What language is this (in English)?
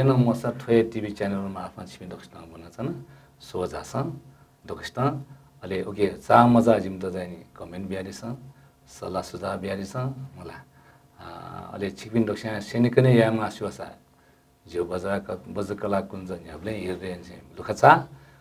Newari